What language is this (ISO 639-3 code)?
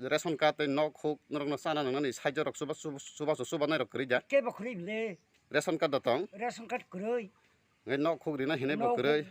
trp